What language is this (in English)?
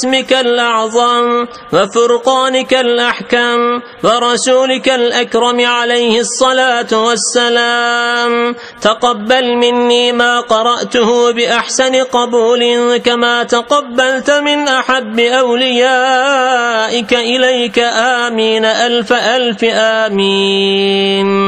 Arabic